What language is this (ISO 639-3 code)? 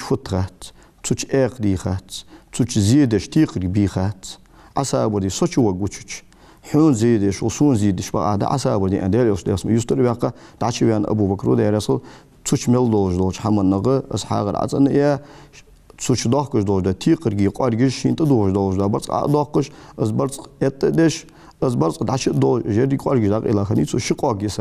inh